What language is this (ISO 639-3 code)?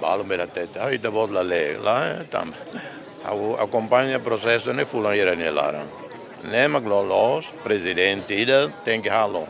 tet